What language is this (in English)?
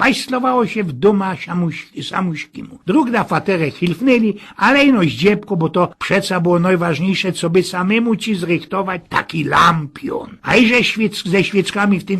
Silesian